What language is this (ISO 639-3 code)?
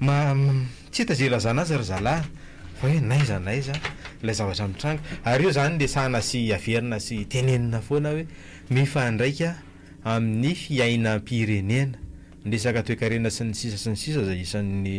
mlg